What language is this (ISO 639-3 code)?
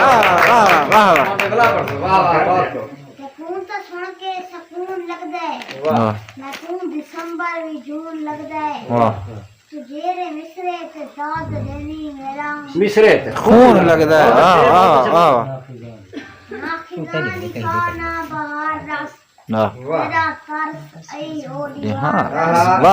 skr